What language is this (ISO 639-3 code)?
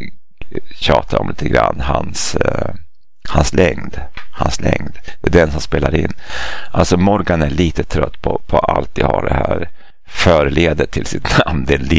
swe